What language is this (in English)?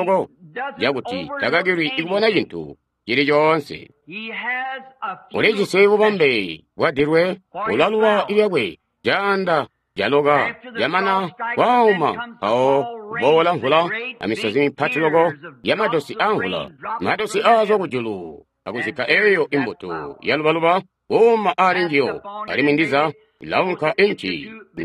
Tonga (Zambia)